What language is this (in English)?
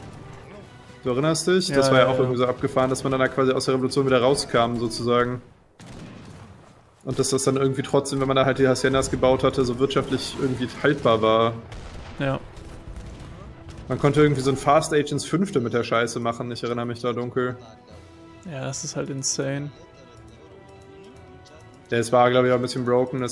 German